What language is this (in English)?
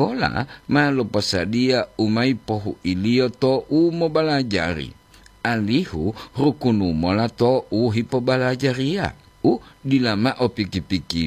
Gorontalo